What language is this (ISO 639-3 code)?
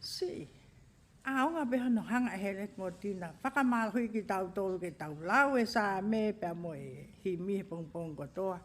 ton